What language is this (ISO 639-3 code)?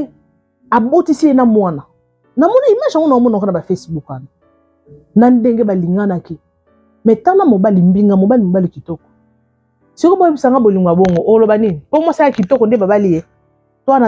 lin